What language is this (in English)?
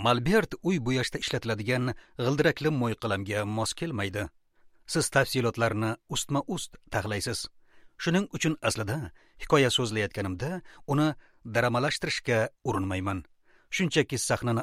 Uzbek